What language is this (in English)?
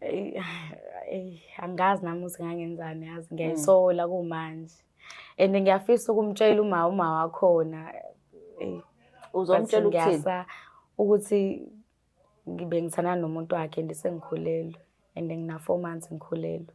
Zulu